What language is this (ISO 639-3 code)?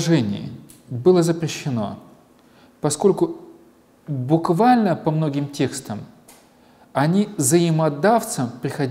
rus